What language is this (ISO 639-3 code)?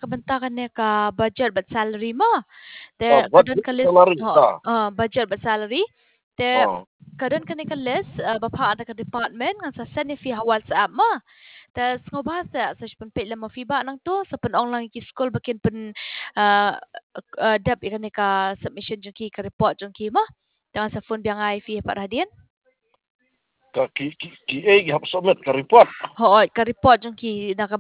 kha